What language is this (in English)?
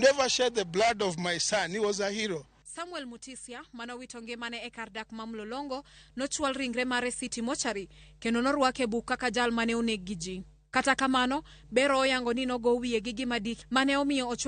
Luo (Kenya and Tanzania)